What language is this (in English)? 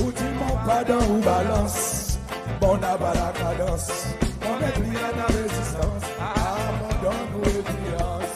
Seselwa Creole French